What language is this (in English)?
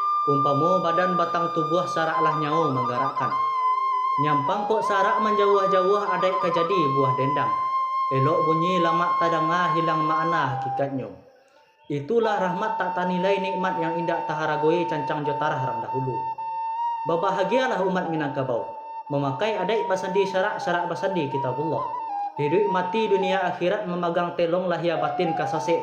Minangkabau